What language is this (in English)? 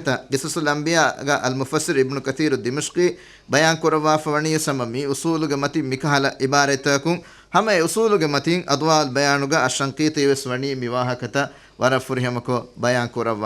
Divehi